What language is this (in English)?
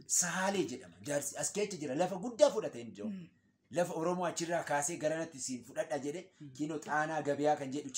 Oromo